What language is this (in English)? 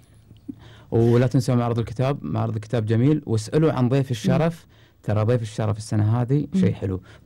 Gulf Arabic